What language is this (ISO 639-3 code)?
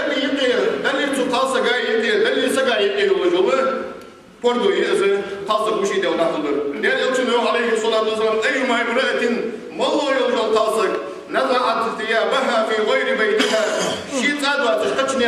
inh